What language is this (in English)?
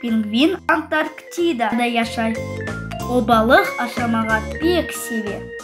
Crimean Tatar